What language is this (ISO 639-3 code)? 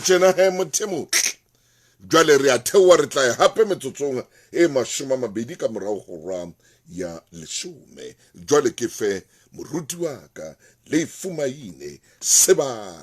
sot